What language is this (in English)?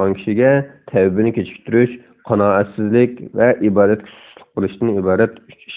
Uyghur